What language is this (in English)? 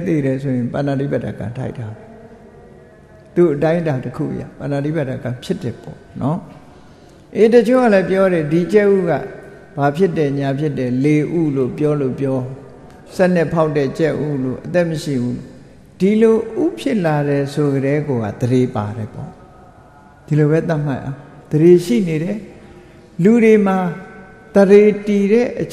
Burmese